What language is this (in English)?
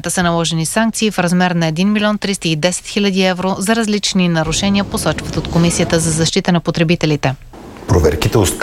Bulgarian